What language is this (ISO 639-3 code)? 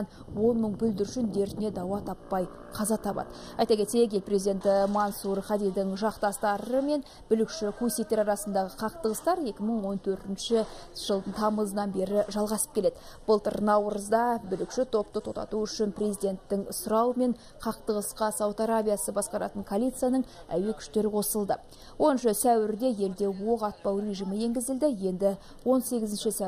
kaz